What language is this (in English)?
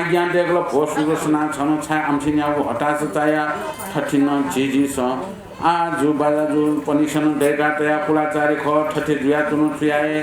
Newari